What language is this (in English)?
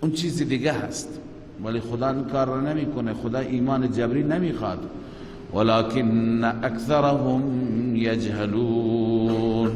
Persian